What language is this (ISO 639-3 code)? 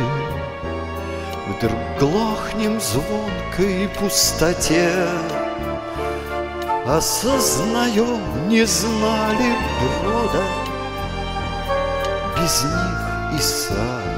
rus